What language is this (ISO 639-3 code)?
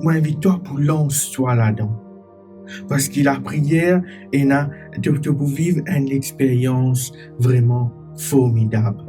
mfe